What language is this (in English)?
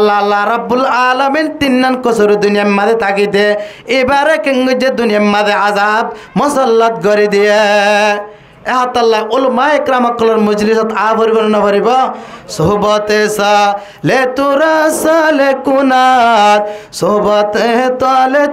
Rohingya